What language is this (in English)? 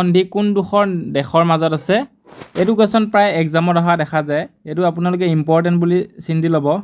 Assamese